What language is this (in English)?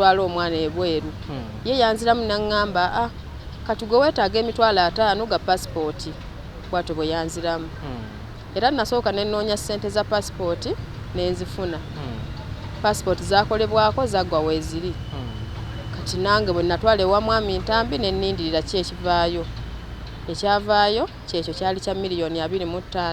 Ganda